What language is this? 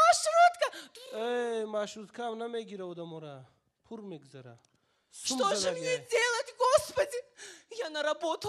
Tajik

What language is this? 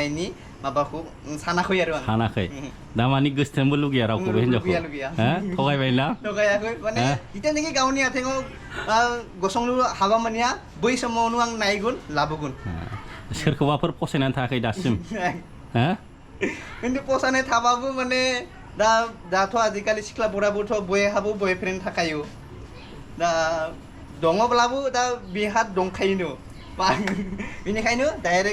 Bodo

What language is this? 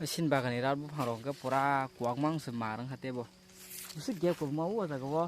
Kok Borok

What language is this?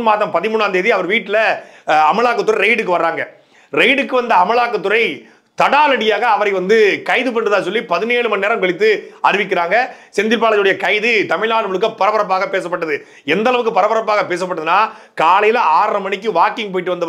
Tamil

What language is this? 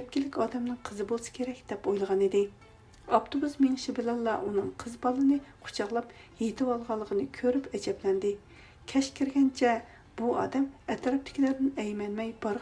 Uyghur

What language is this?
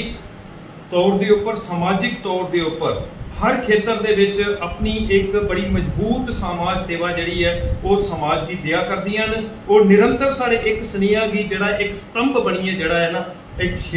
Dogri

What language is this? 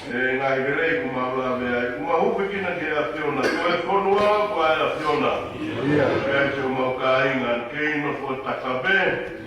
Tongan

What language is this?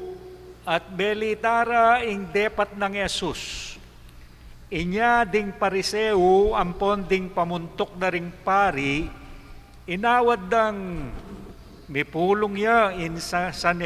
Pampanga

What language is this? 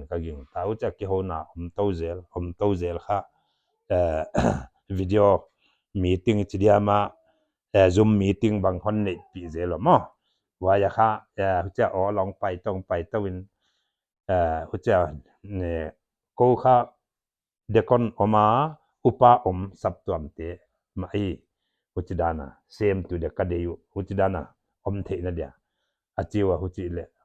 Paite Chin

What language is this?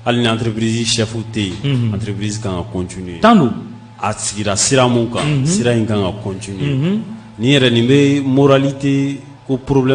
Bambara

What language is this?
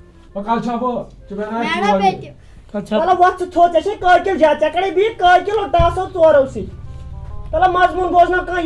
Kashmiri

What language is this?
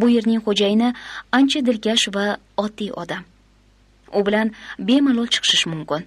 Uzbek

